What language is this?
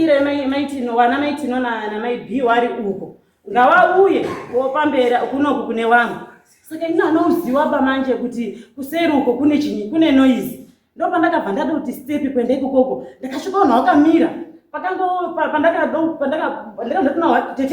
Shona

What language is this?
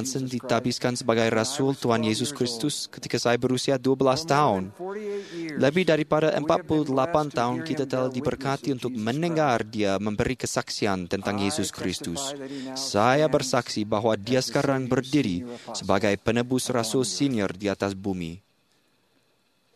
Indonesian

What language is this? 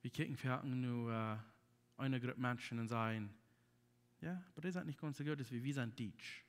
Plautdietsch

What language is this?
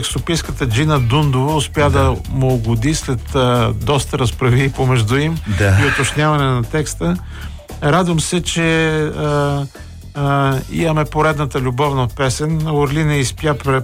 Bulgarian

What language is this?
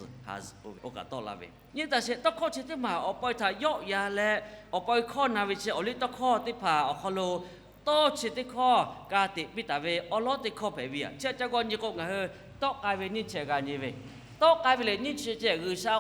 Lahu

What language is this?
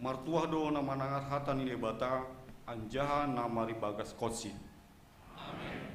Batak Simalungun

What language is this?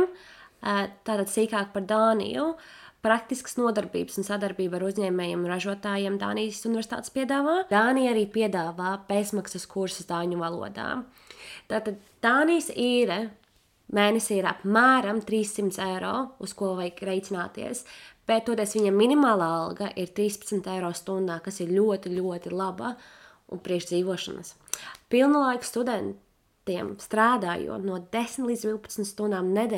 Latvian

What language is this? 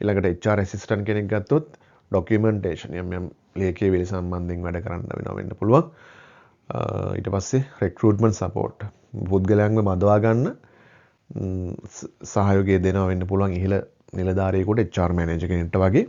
Sinhala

